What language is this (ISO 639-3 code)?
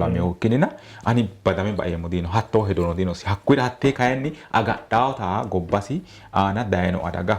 sid